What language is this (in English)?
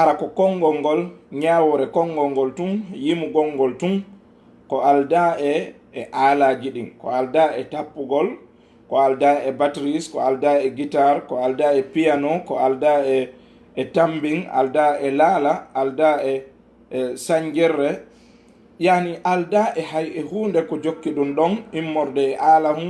Fula